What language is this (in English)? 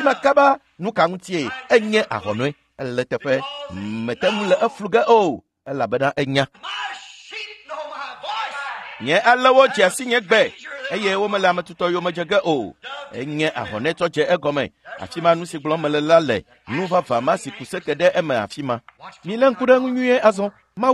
Ewe